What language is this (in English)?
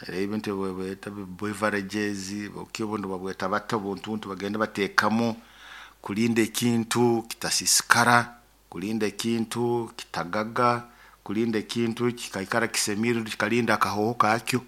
Nyoro